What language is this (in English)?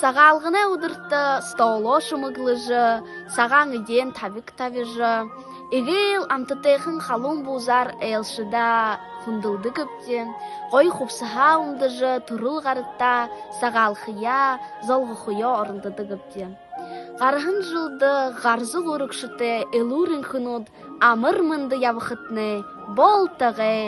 Buriat